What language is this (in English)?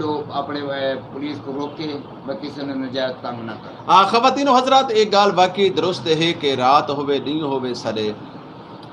Saraiki